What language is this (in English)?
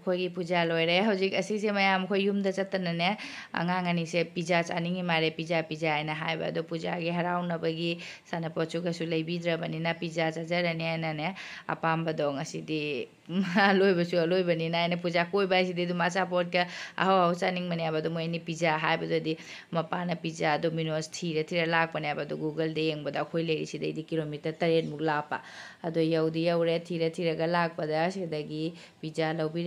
Manipuri